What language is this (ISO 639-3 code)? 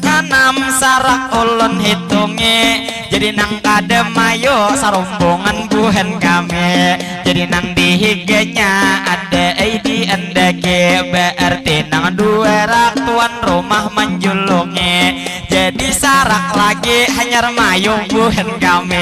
bjn